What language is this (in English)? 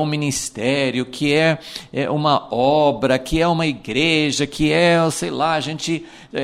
Portuguese